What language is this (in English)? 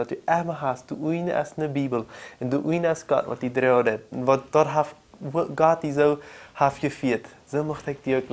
Plautdietsch